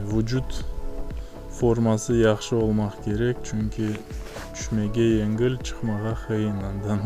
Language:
Crimean Tatar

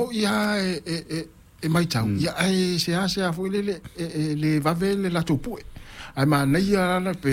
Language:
Samoan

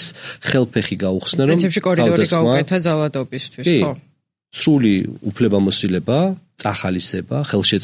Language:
Georgian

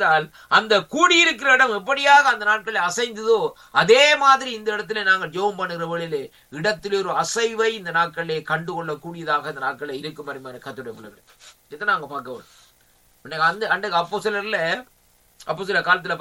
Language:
Tamil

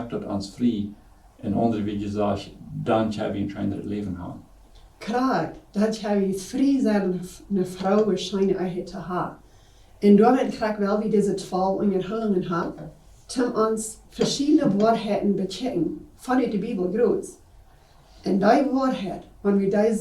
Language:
Plautdietsch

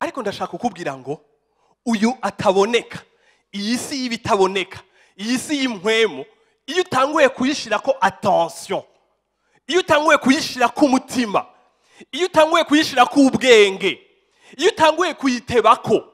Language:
Rundi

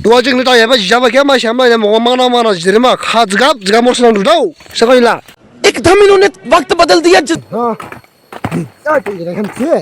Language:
Dimasa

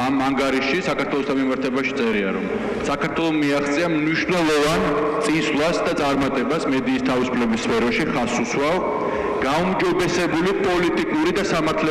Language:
Georgian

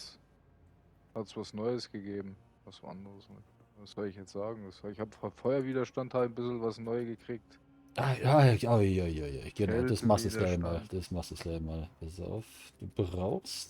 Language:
Bavarian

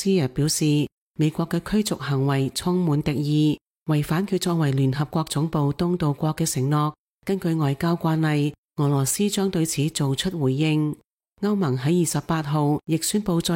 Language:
Cantonese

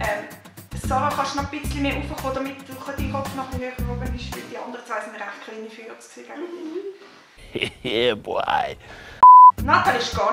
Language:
Swiss German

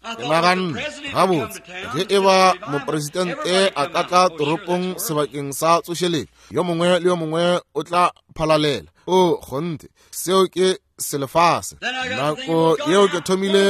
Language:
Northern Sotho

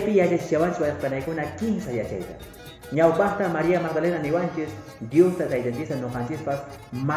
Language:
Quechua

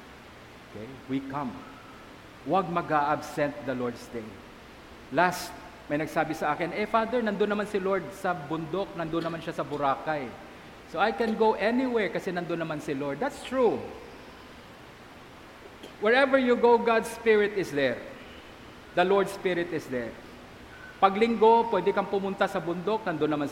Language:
Filipino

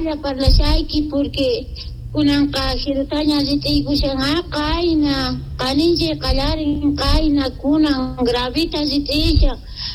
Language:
Quechua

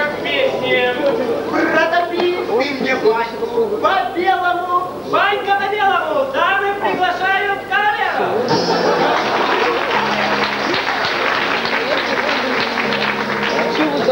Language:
Russian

